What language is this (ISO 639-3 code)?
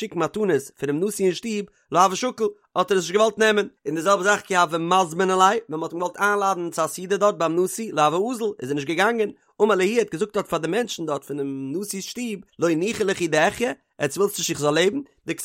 yid